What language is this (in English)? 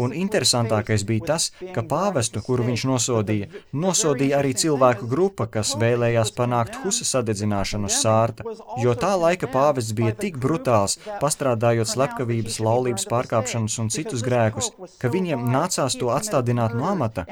Latvian